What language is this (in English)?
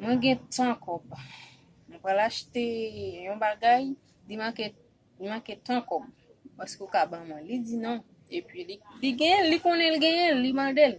Haitian Creole